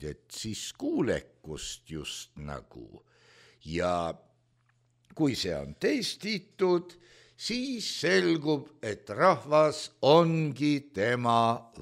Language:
Estonian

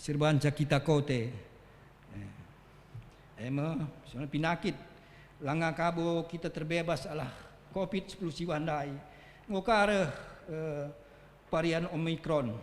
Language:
Batak Karo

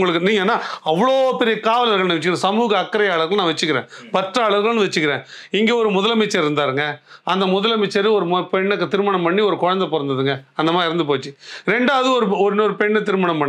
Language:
Tamil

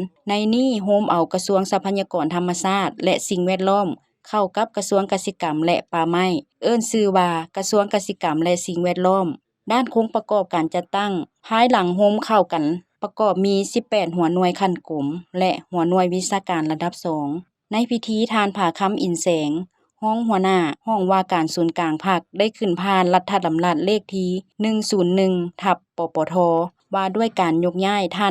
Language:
Lao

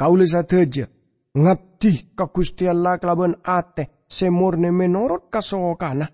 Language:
Madurese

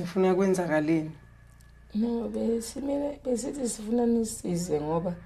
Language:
Zulu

